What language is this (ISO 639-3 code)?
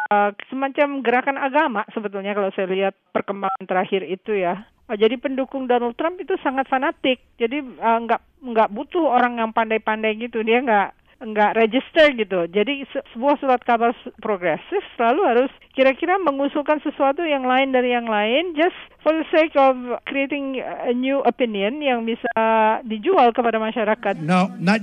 ind